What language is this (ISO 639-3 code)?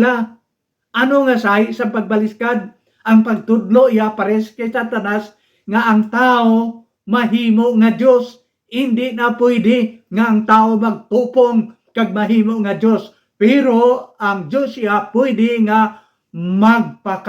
hil